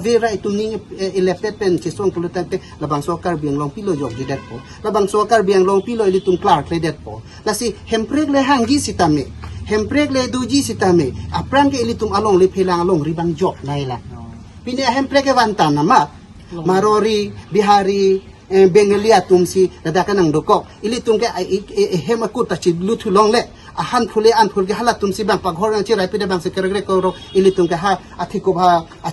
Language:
Karbi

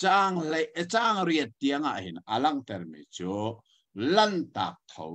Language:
Hakha Chin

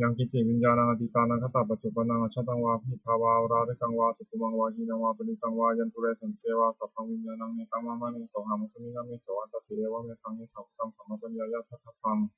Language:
Pali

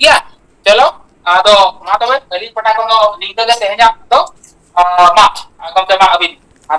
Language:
Santali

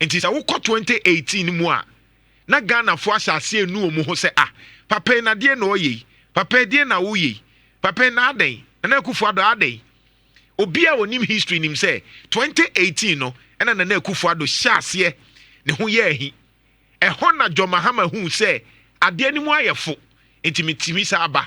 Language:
Akan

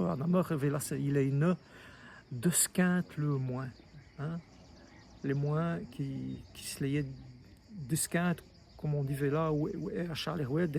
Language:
Walloon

